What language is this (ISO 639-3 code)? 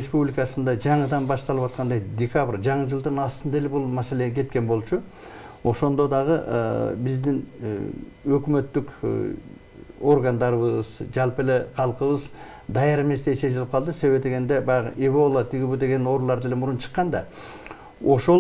kir